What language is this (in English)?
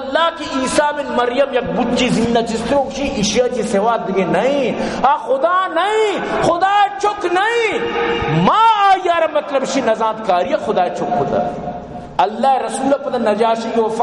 Baluchi